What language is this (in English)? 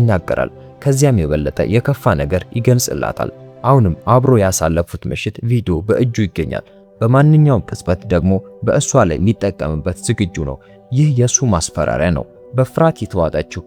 Amharic